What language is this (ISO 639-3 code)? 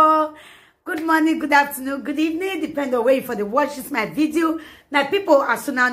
pcm